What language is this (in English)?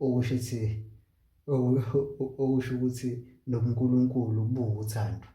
Zulu